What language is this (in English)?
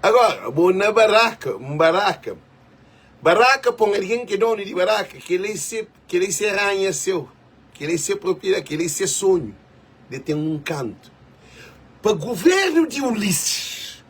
Kabuverdianu